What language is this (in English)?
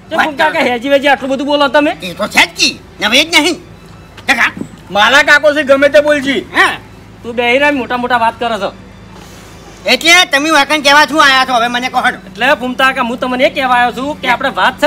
Gujarati